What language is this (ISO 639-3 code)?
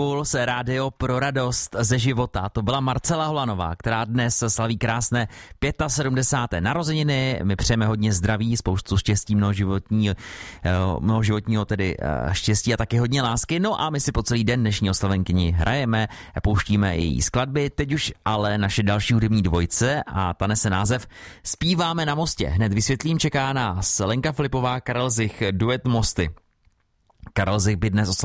ces